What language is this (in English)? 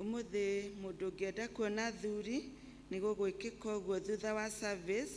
Kikuyu